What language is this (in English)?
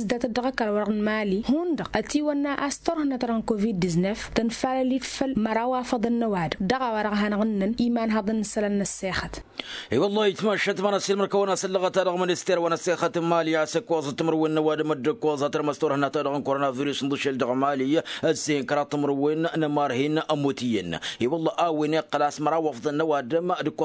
Tamasheq